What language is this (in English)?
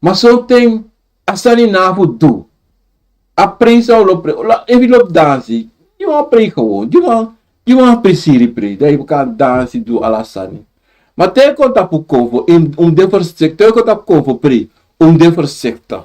Sranan Tongo